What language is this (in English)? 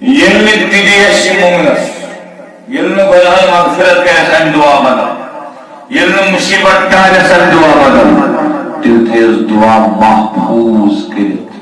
Kashmiri